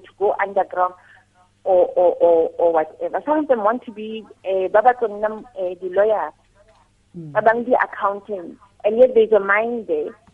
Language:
Tswana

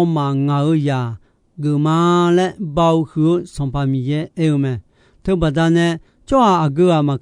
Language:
Akha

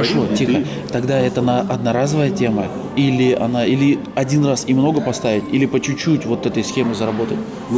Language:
Russian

